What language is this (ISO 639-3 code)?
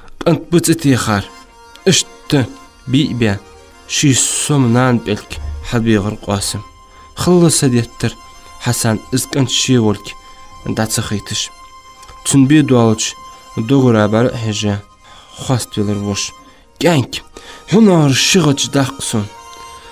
inh